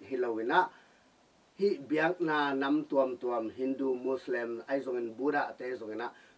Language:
Tedim Chin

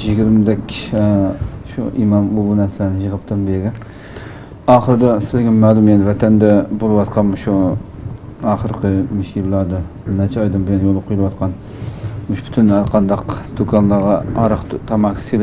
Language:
Uyghur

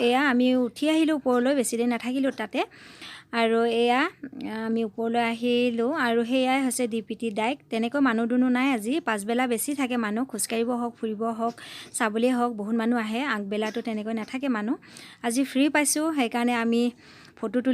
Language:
Assamese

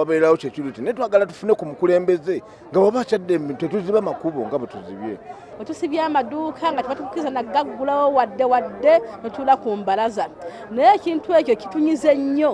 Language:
Ganda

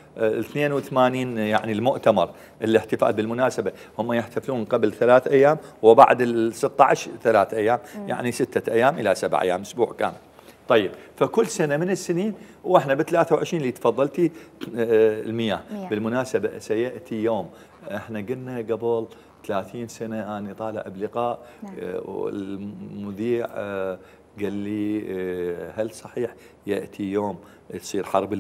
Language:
Mesopotamian Arabic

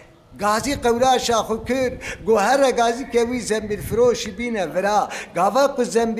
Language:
Kurdish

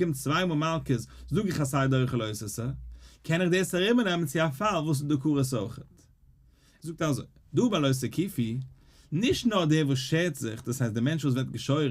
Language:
Yiddish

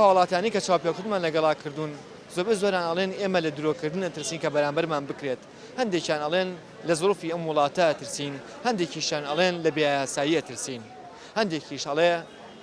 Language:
Central Kurdish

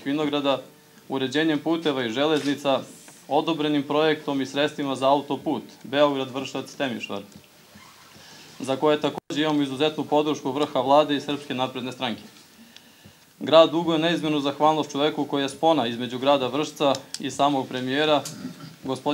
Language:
Serbian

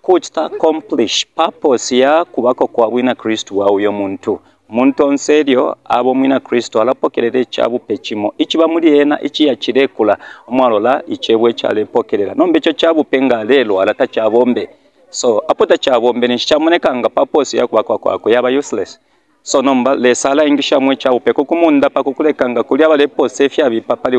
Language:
Bemba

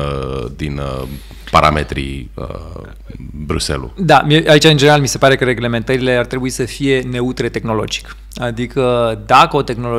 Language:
Romanian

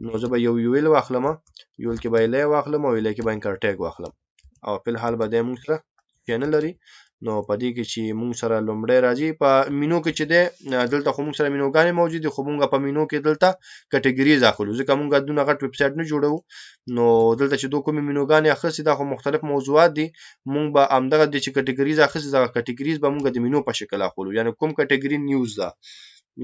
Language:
Pashto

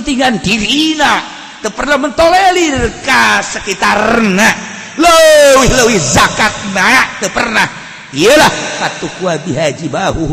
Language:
Sundanese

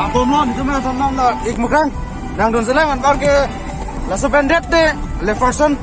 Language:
Karbi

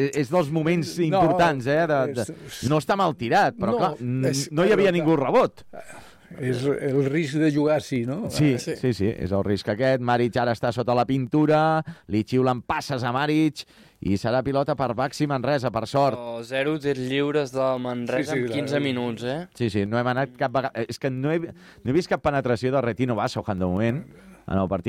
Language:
Catalan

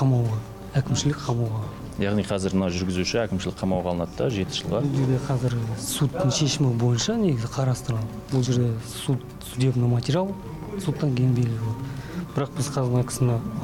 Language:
Kazakh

